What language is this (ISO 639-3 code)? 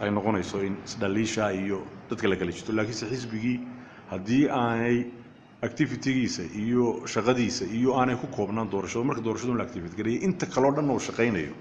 som